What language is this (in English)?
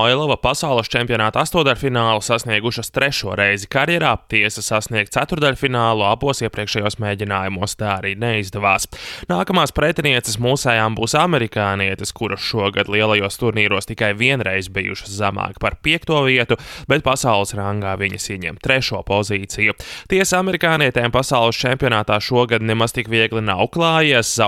Latvian